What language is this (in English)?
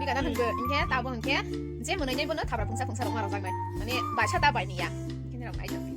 Kok Borok